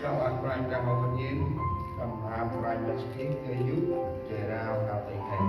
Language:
Central Mnong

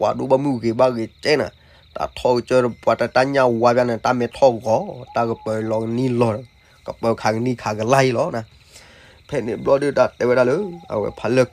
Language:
S'gaw Karen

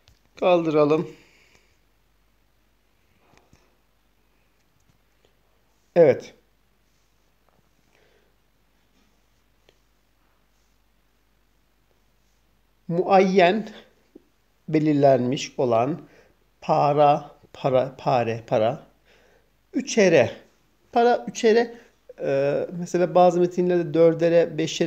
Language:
Turkish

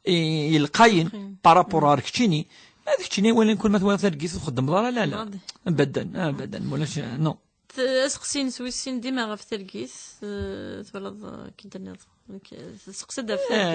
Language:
Kabyle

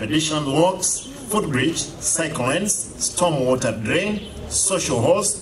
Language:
Gusii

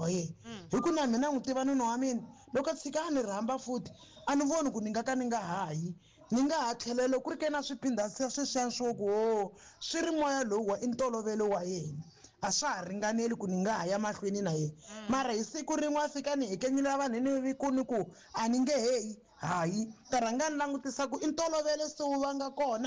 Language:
Tsonga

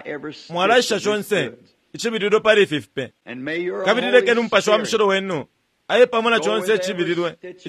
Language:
Bemba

